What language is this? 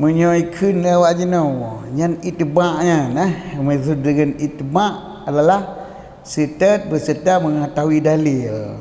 Achinese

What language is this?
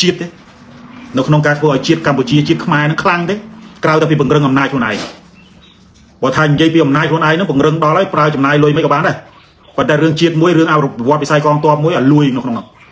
Khmer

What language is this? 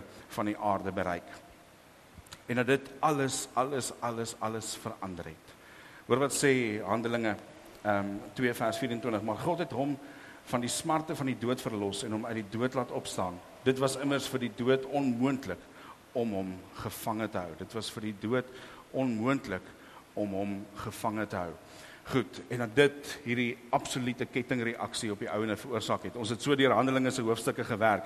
Afrikaans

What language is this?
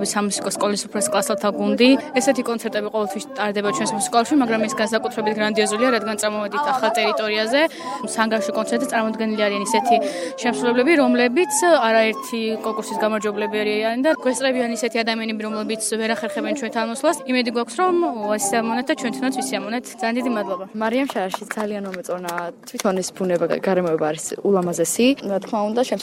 Georgian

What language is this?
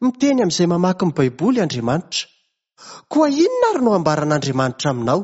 Malagasy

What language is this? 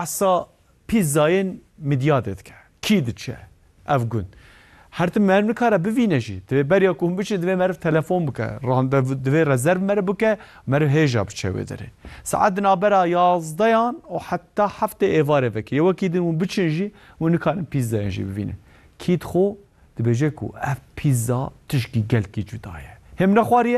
Kurdish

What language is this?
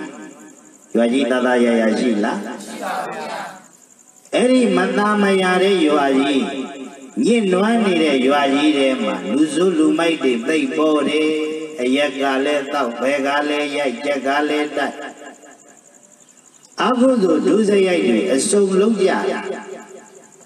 Burmese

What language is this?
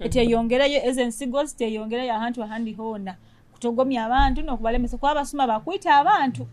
Nyoro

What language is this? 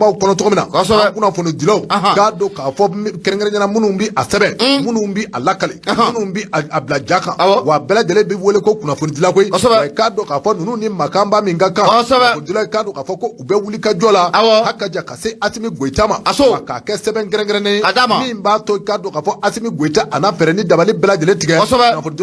Bambara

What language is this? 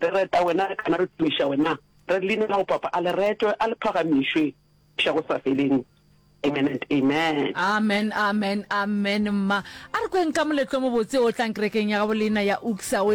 Northern Sotho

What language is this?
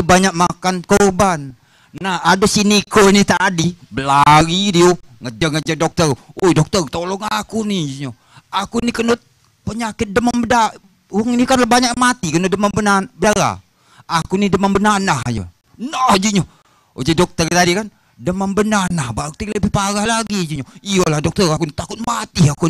Musi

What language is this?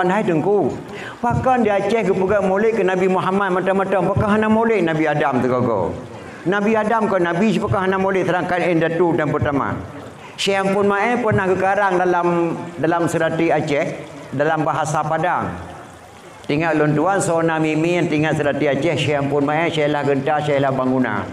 Achinese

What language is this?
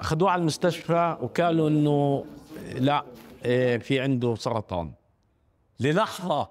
North Levantine Arabic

